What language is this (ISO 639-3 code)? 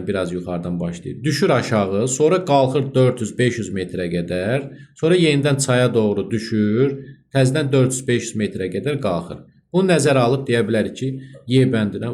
aze